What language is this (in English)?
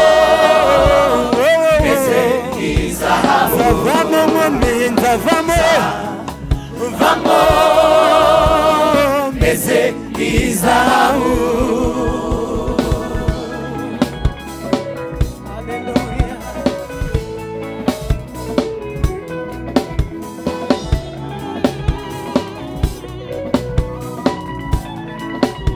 Kinyarwanda